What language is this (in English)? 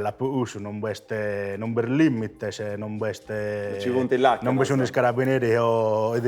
Sardinian